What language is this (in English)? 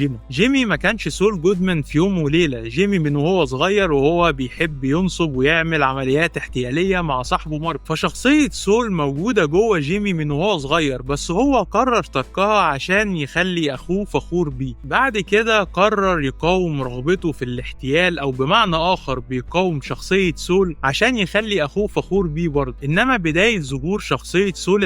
Egyptian Arabic